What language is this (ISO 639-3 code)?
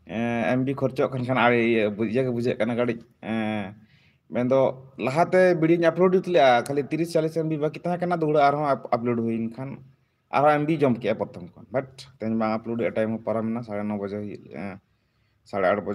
sat